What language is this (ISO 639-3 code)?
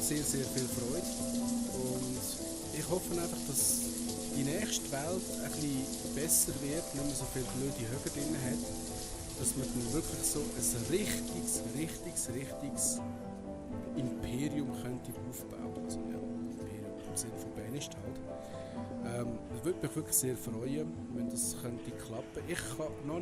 gsw